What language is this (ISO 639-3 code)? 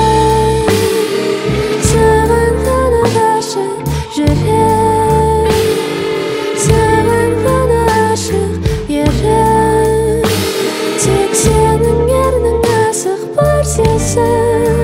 kaz